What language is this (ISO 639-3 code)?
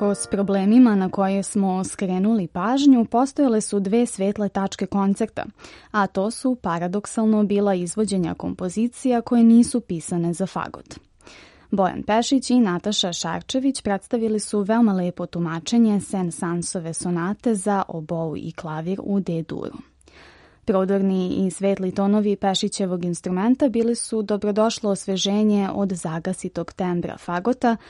srp